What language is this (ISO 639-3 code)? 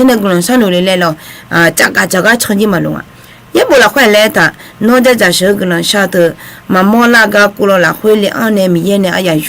ahk